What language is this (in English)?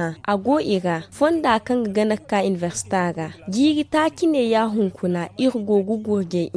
Zarma